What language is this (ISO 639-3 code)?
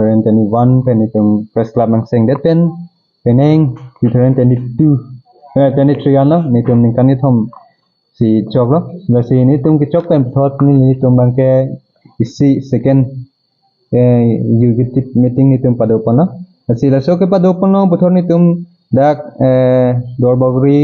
mjw